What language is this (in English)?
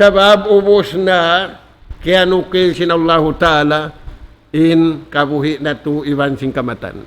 Tausug